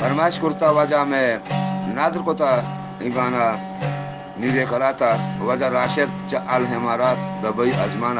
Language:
Eastern Balochi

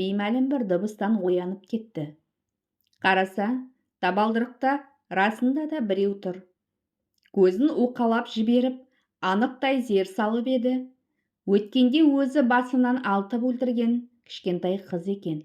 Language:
Kazakh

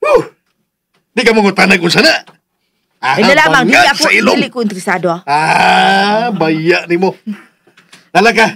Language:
Cebuano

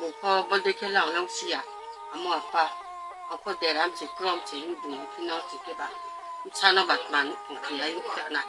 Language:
Riang (India)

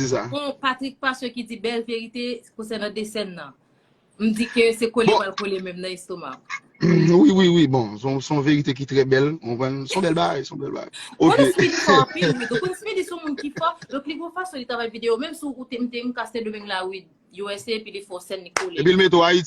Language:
Haitian Creole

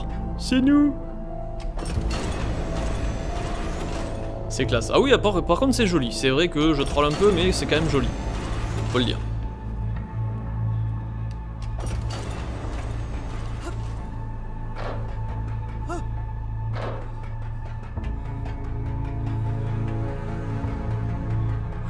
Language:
French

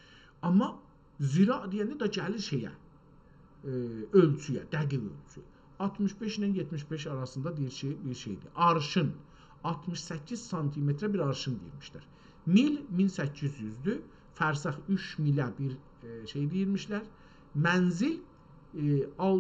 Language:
South Azerbaijani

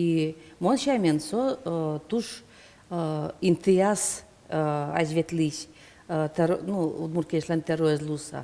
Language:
Udmurt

